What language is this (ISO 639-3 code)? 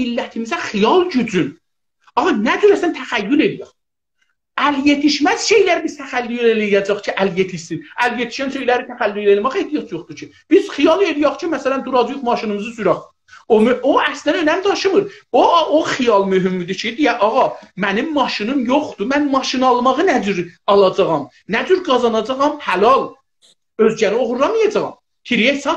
azb